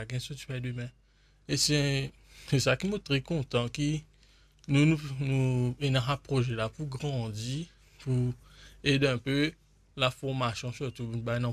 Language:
Morisyen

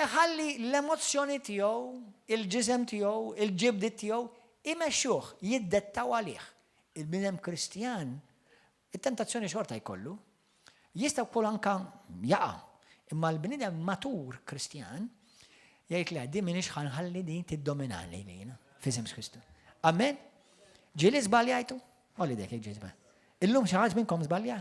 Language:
Maltese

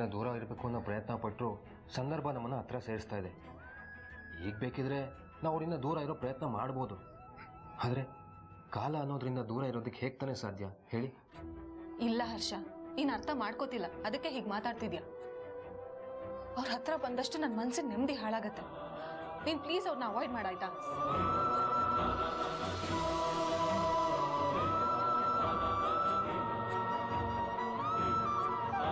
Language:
Kannada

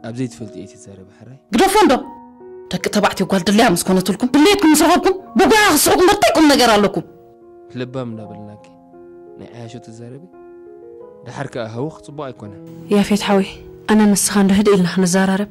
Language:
Tigrinya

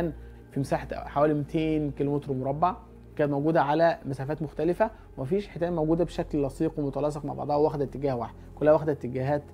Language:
Egyptian Arabic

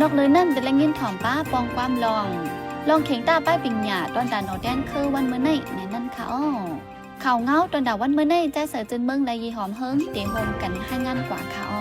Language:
Shan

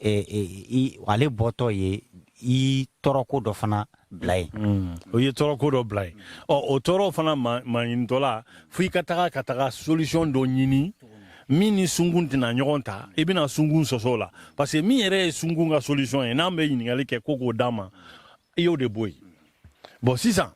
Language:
Bambara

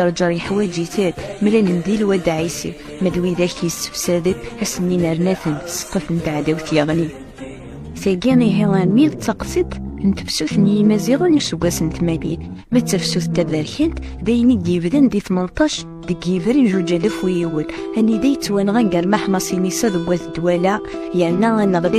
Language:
Kabyle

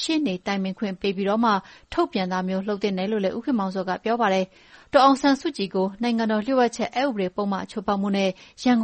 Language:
Burmese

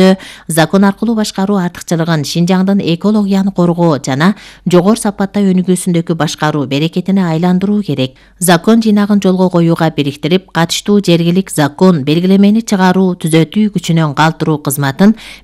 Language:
Kyrgyz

